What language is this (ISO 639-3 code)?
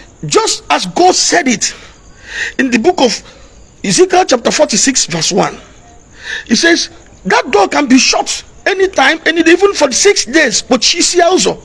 ibo